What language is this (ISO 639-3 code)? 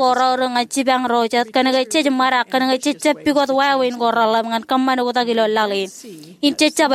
mah